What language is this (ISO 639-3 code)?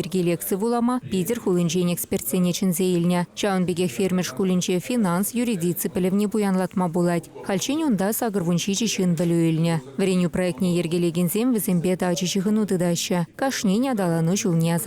chv